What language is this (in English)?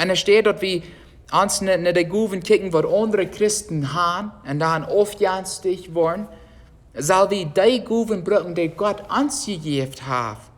Plautdietsch